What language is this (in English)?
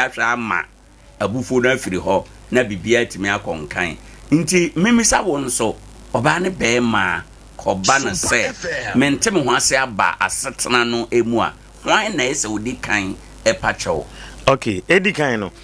Akan